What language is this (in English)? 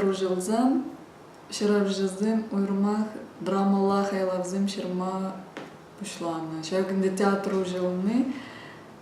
Chuvash